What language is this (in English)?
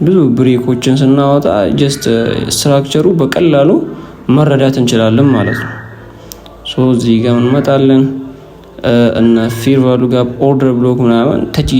Amharic